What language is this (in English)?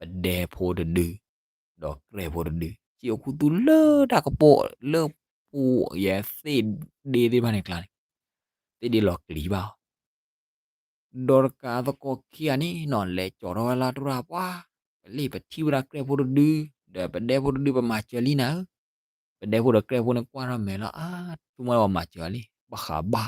S'gaw Karen